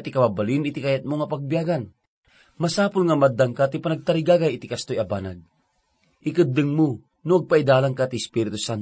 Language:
Iloko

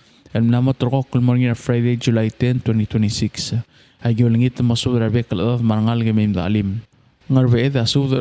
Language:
Palauan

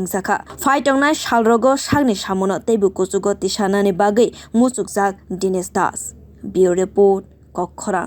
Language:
Kok Borok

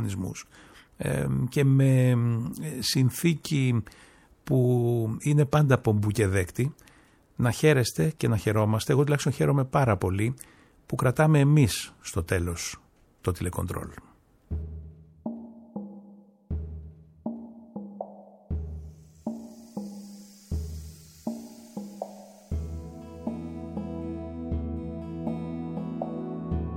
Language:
Greek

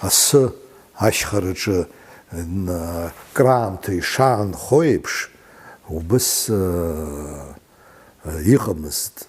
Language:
Abkhazian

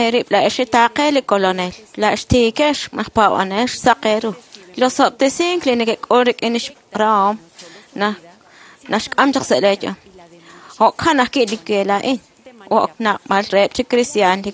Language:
Kekchí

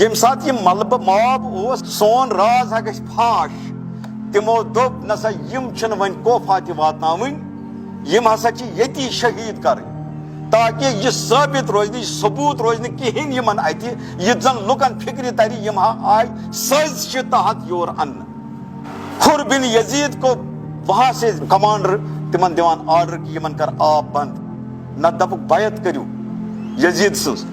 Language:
Kashmiri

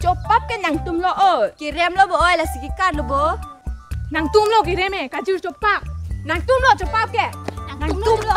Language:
Karbi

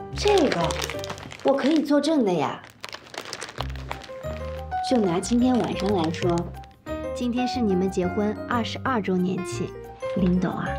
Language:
Chinese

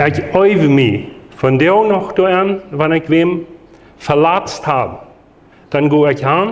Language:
Plautdietsch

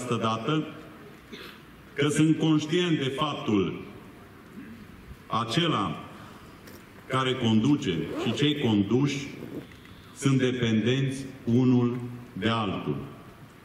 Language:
Romanian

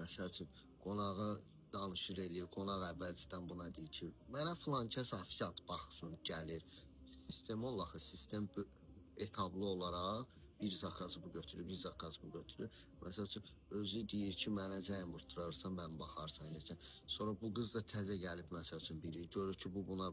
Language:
Azerbaijani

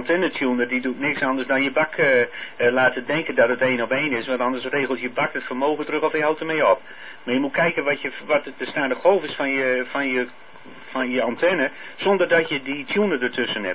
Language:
Dutch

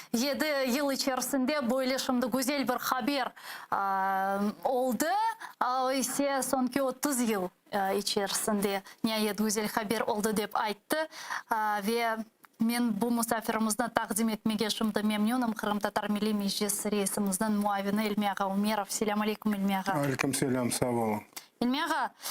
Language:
Crimean Tatar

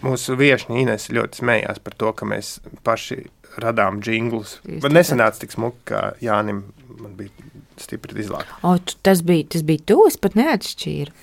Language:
Latvian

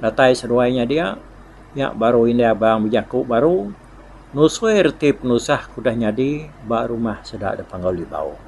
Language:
Iban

